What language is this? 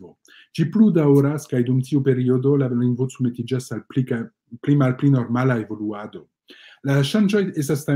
Esperanto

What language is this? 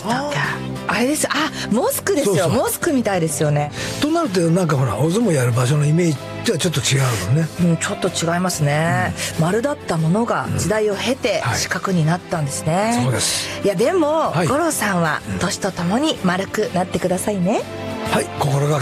Japanese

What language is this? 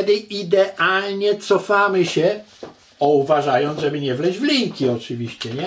Polish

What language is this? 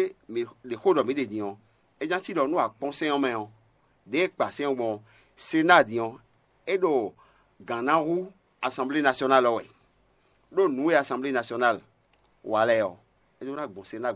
Fon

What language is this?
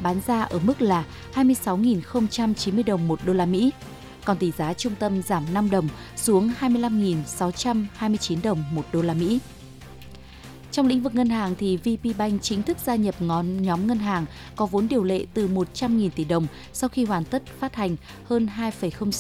Vietnamese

